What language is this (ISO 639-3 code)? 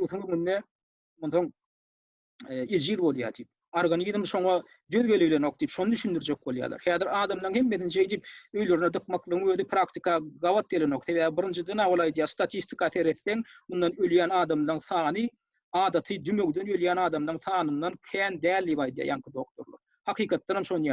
tuk